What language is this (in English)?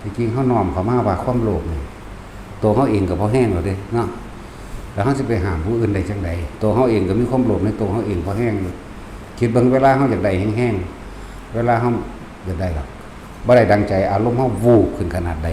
Northeastern Thai